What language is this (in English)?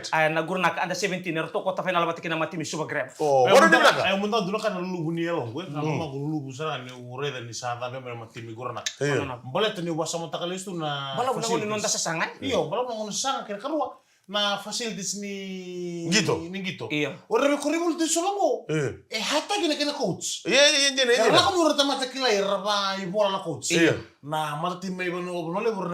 Fijian